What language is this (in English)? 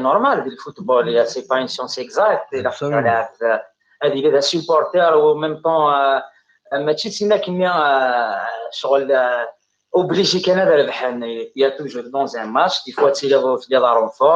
Kabyle